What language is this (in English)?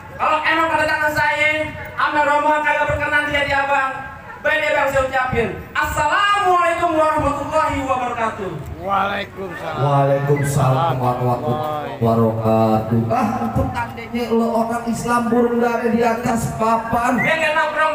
Betawi